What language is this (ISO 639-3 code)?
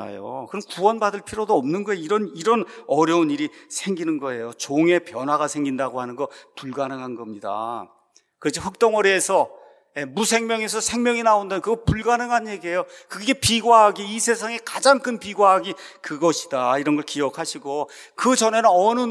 kor